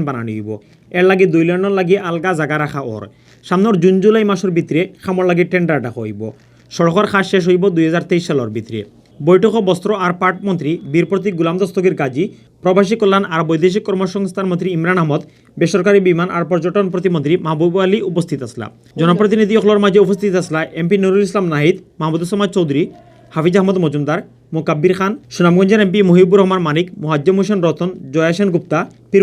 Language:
Sylheti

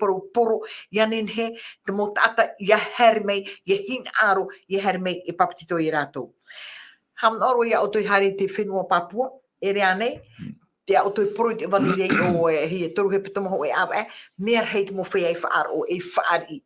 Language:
Tahitian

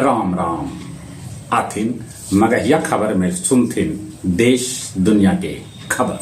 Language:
Magahi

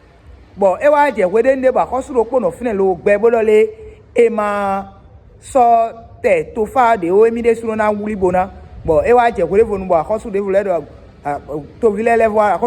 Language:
Fon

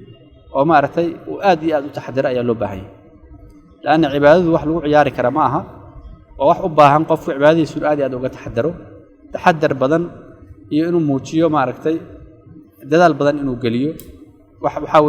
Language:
Somali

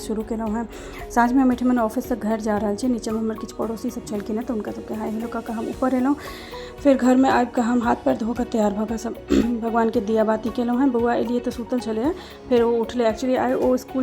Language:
Maithili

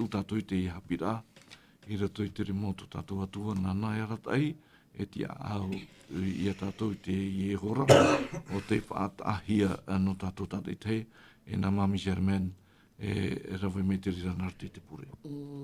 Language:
Tahitian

